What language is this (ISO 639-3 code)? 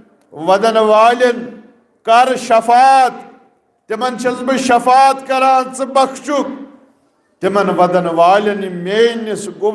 kas